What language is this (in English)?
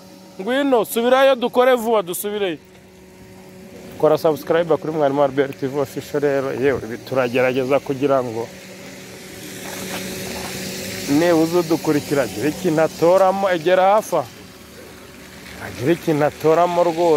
Kinyarwanda